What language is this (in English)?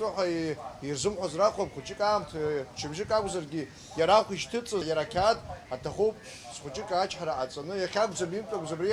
Abkhazian